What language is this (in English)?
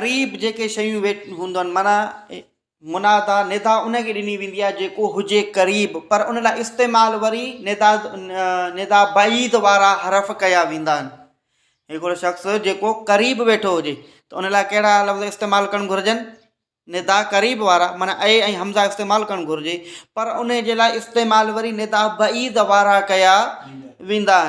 Sindhi